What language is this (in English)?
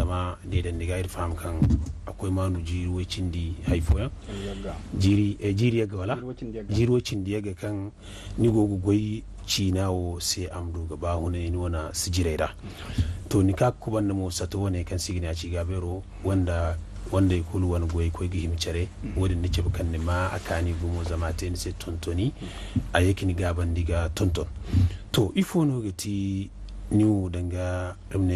Zarma